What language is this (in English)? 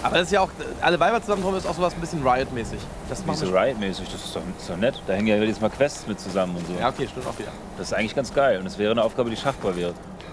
German